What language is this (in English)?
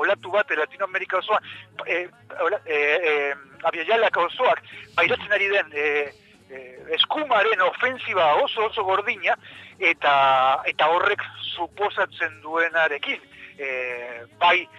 Basque